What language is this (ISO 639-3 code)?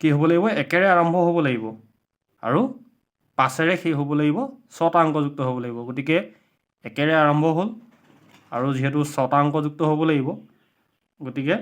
asm